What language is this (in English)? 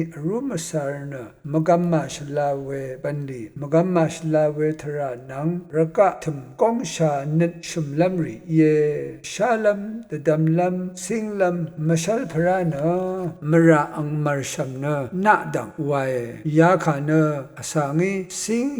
Rawang